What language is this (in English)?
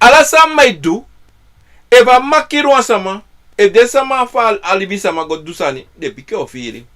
Sranan Tongo